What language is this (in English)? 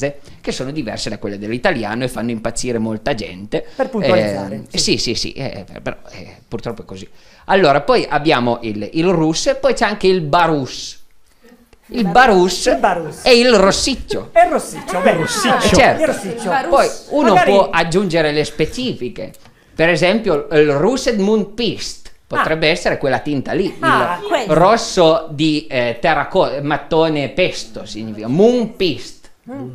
Italian